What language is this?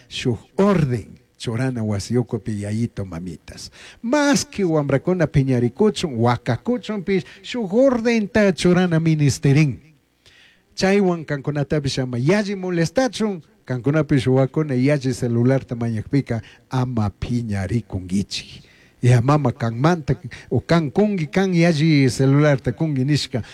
Chimborazo Highland Quichua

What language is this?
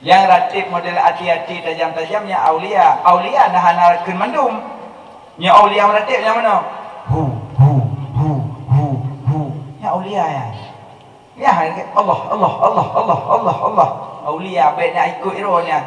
Achinese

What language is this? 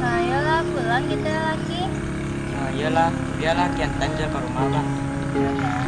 Minangkabau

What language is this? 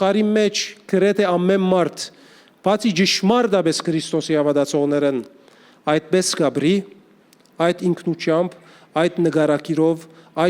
Western Armenian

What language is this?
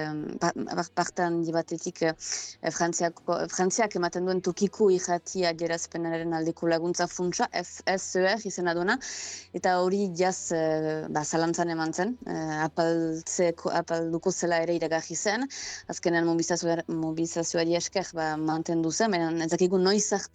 Basque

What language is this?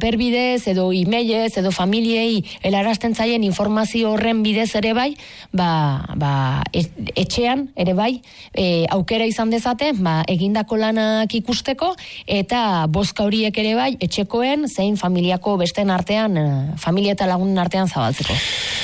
Basque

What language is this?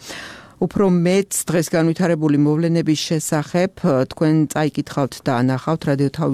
Georgian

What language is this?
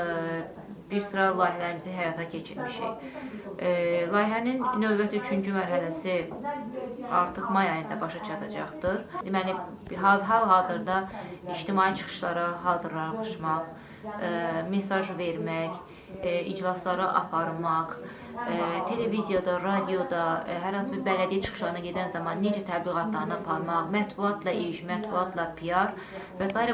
Azerbaijani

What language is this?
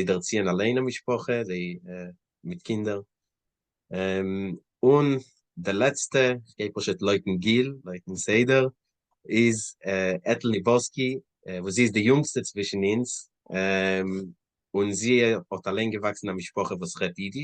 Yiddish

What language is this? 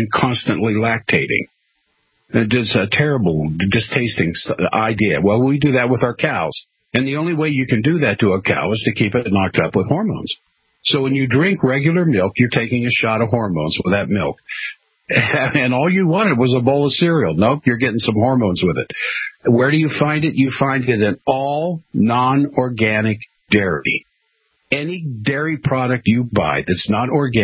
English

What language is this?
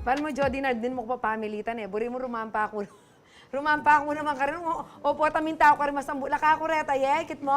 Pampanga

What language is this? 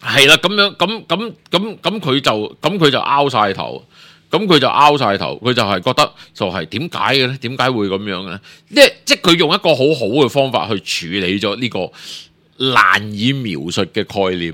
Cantonese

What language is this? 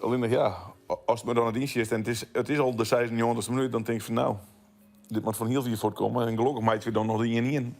Western Frisian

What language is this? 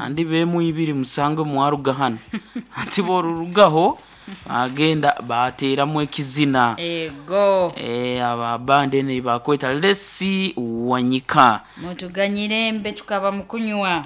Nyankole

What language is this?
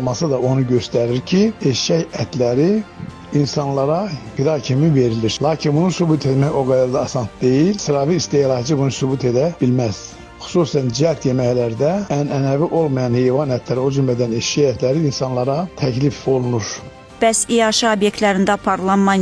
Azerbaijani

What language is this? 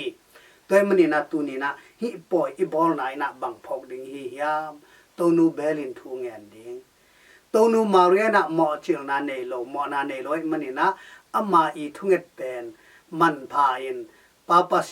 Tedim Chin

